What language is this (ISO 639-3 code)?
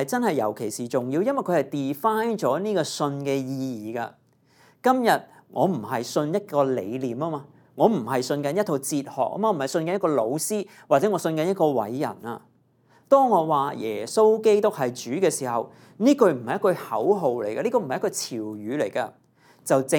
yue